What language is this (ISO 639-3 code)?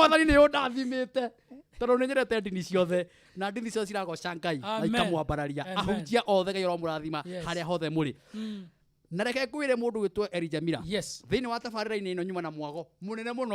kik